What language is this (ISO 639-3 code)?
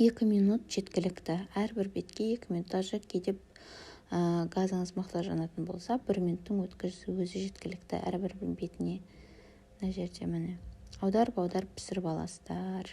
kaz